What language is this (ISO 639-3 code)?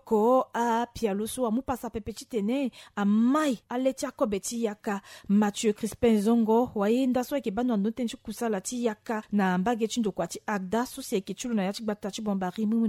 sag